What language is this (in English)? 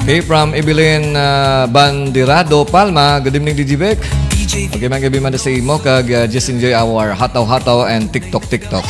Hiligaynon